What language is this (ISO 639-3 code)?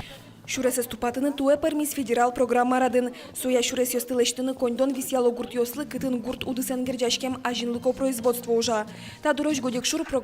udm